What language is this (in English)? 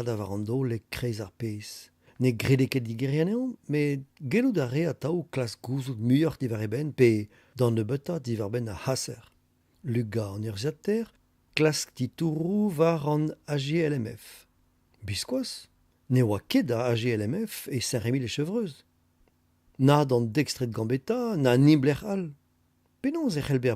Breton